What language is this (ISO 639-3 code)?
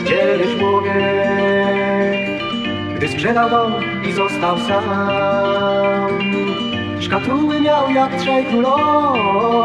pol